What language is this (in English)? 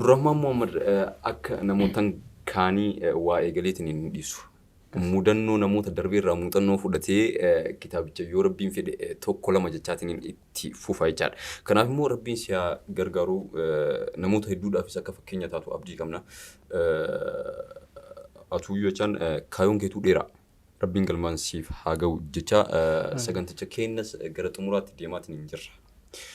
Oromo